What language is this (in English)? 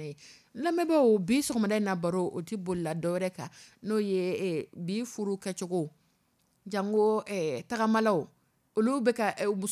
Dyula